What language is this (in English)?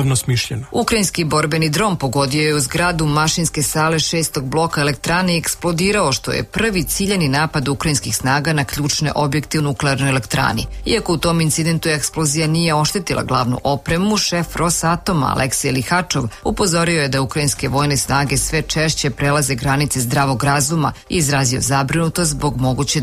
Serbian